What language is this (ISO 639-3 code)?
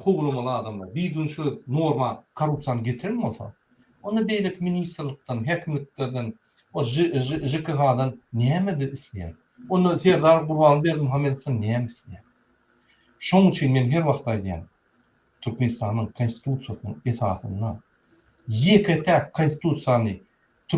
tuk